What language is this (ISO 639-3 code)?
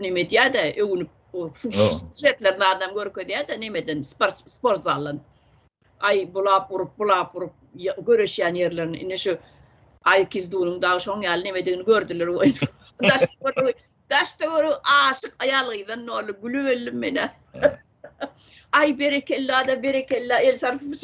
tuk